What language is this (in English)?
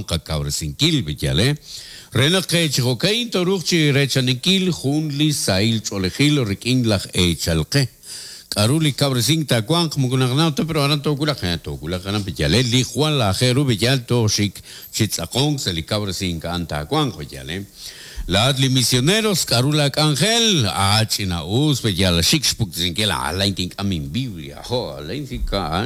Kekchí